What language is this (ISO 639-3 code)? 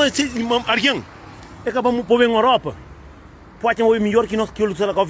kea